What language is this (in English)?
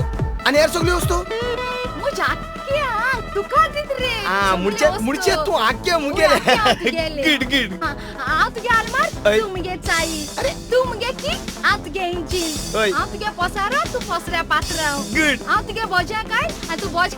Konkani